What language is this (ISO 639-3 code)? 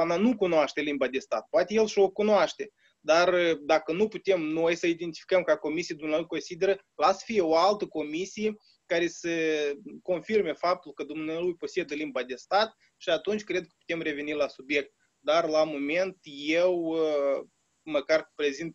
ron